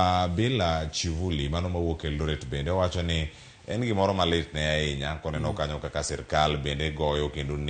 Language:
Luo (Kenya and Tanzania)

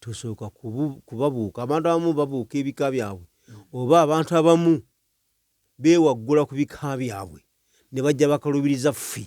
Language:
Ganda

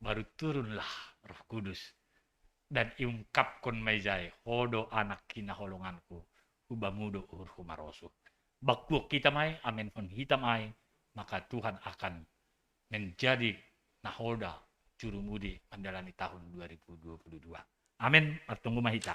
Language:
Batak Simalungun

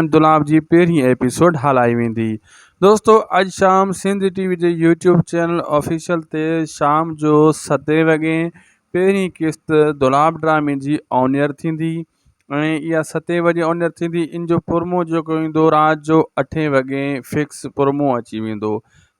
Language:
Sindhi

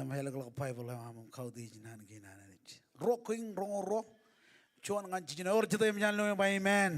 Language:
Marshallese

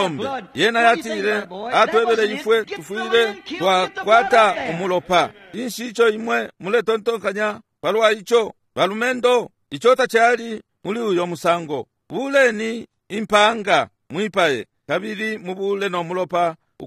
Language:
Bemba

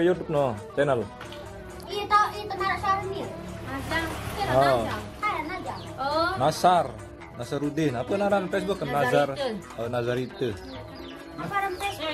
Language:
Sasak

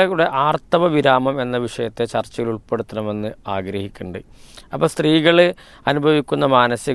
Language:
Malayalam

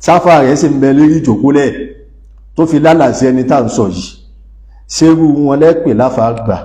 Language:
Yoruba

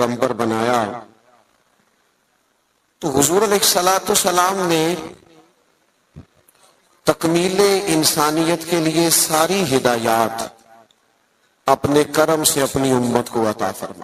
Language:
Urdu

